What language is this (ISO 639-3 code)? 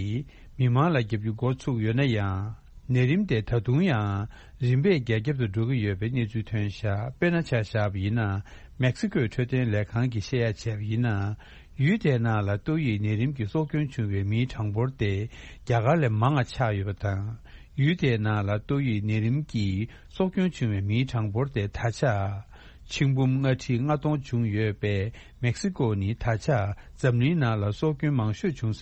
bod